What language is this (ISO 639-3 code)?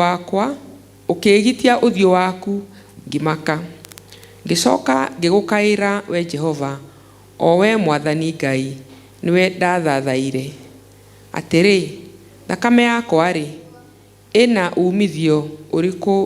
kik